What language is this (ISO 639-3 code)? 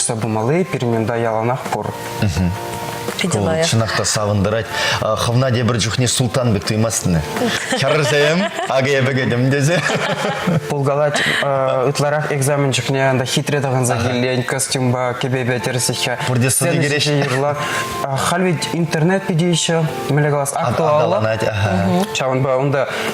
chv